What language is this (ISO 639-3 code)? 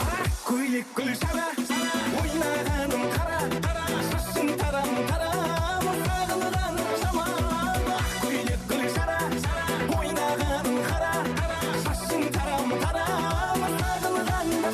kaa